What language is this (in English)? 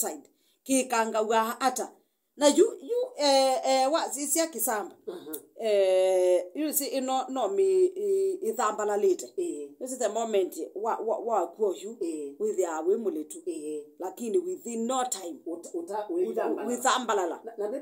Kamba